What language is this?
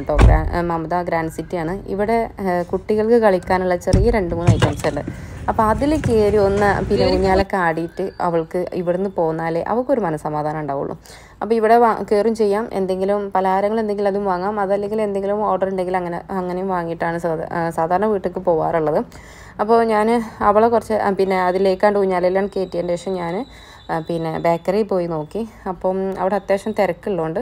Malayalam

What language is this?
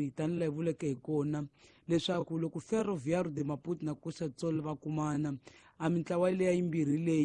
Tsonga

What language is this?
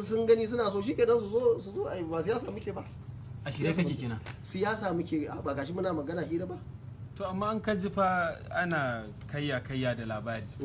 Hausa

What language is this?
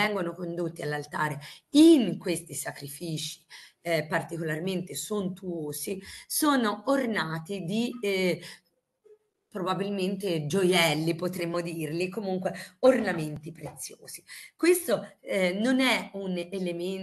Italian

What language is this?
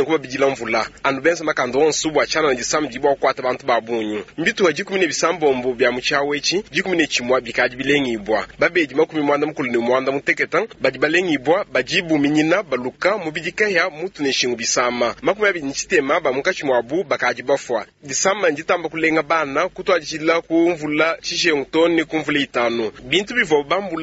Luba-Lulua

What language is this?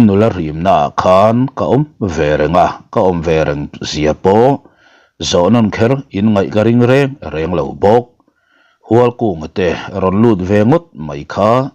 Mizo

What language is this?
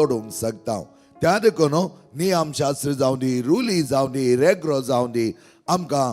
Konkani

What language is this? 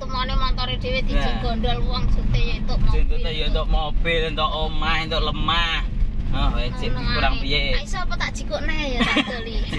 Javanese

